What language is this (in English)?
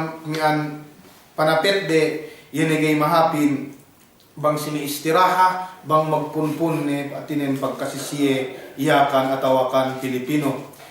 Yakan